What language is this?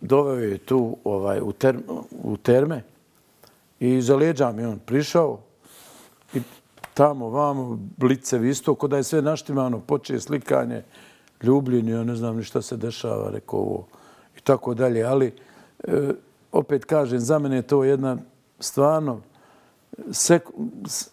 Serbian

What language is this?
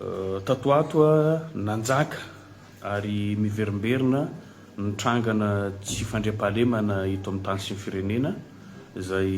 Malagasy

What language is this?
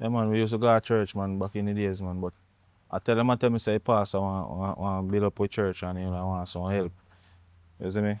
Jamaican Creole English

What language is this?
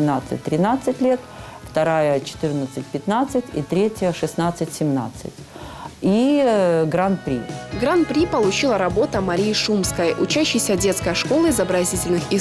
Russian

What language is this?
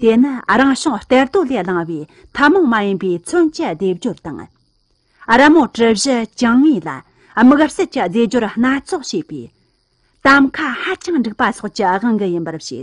Tibetan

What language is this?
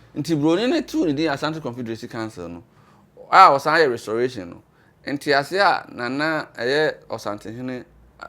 Akan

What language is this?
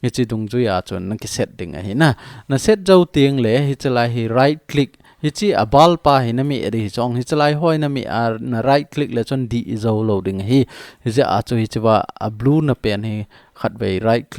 Thado Chin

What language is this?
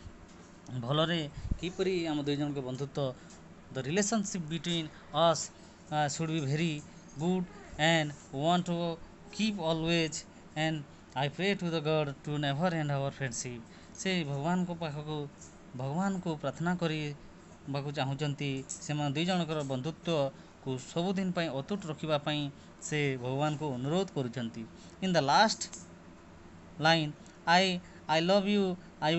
Odia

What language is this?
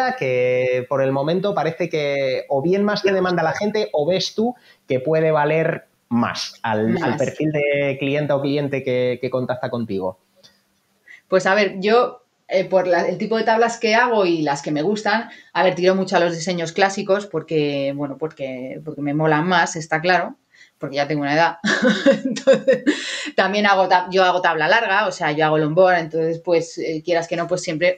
Spanish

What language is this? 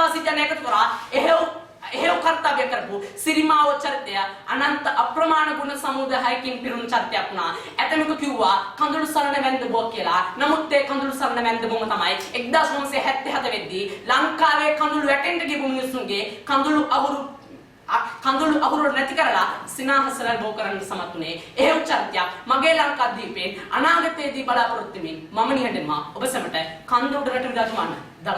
Sinhala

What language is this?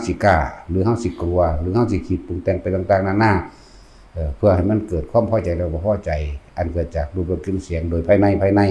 Northeastern Thai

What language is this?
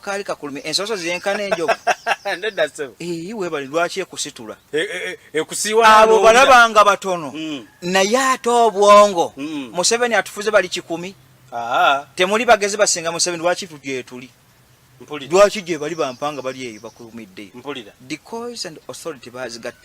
Ganda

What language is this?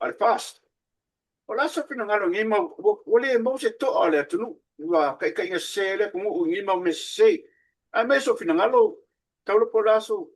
Samoan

